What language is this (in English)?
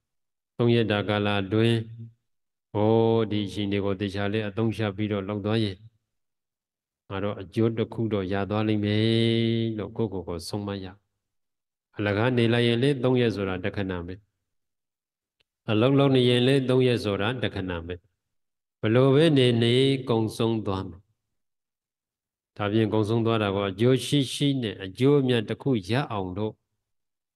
Burmese